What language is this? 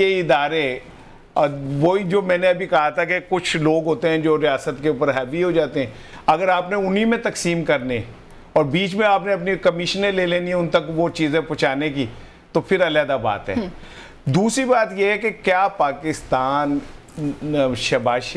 Urdu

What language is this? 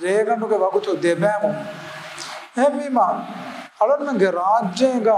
Divehi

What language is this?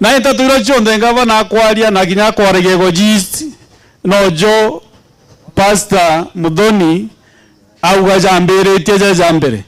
Meru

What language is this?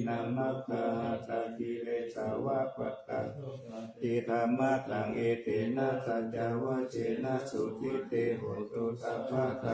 Pali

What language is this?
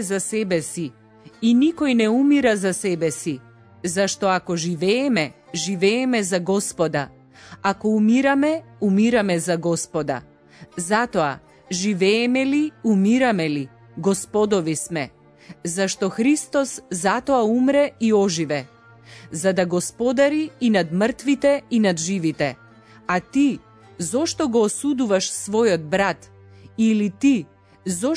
Macedonian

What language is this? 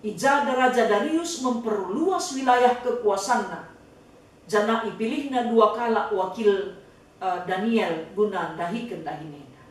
Batak Karo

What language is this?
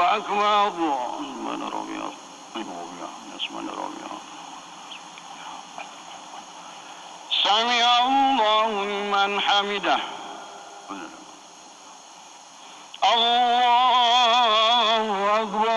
Malay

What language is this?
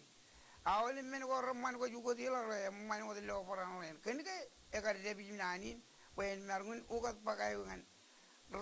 Marshallese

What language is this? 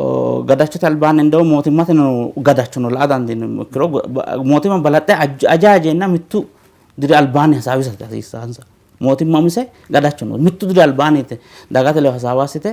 Sidamo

